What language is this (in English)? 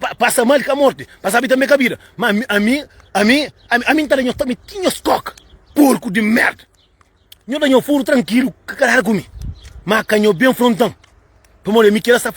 Kabuverdianu